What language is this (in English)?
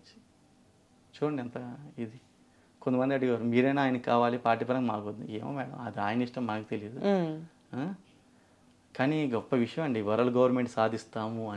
Telugu